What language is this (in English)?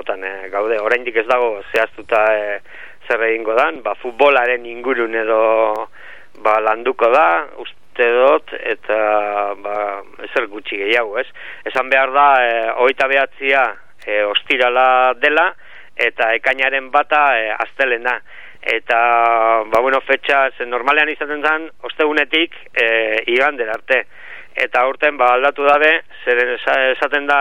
Basque